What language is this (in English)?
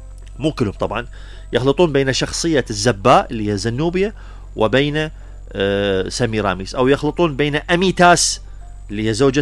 Mesopotamian Arabic